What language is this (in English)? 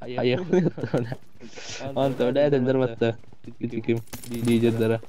Yakut